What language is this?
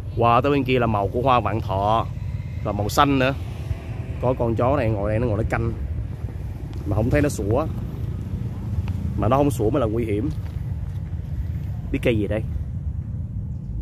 Vietnamese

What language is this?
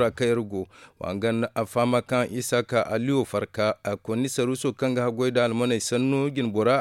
Zarma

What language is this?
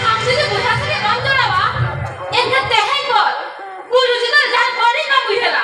Santali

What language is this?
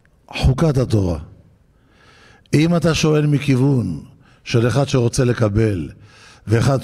Hebrew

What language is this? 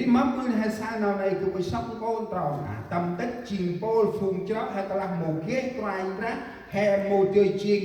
Central Mnong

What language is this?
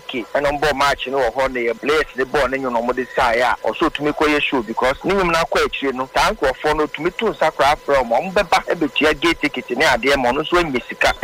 Akan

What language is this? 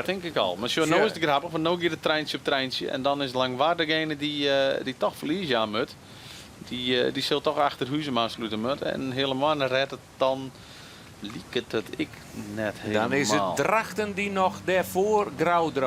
Western Frisian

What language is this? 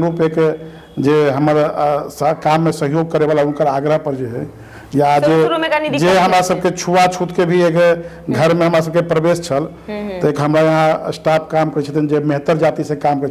Maithili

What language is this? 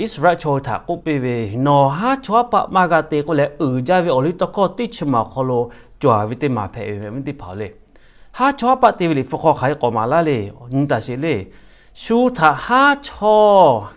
Lahu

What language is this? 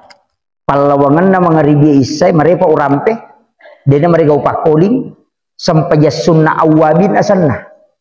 Buginese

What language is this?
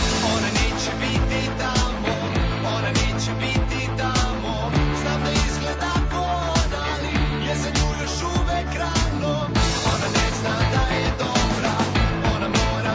Serbian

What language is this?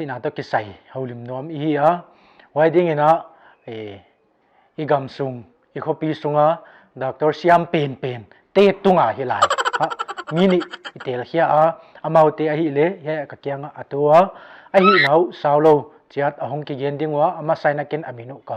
Paite Chin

